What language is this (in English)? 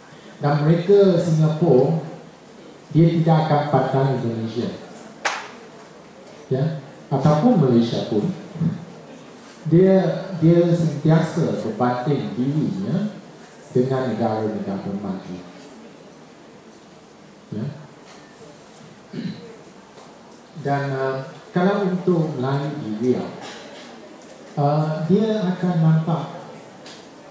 Malay